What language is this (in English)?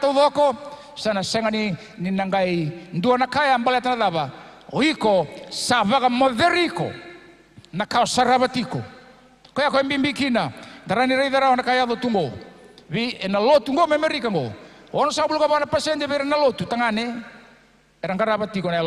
Fijian